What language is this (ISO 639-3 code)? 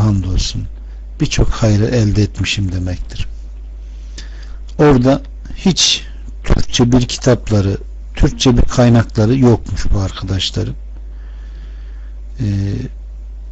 tur